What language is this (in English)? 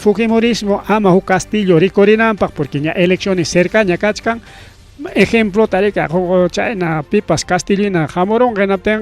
Ayacucho Quechua